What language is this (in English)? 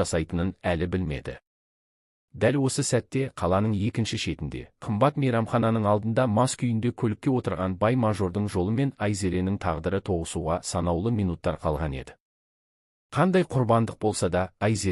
Kazakh